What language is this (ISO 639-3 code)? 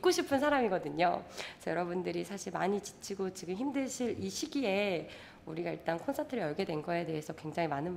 kor